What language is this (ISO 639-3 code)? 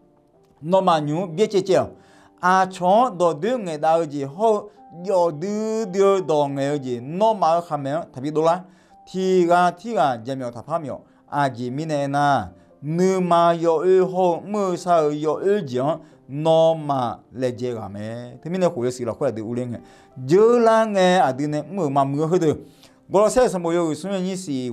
ahk